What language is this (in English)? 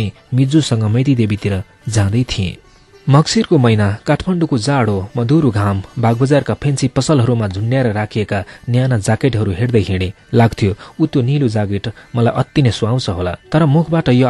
Nepali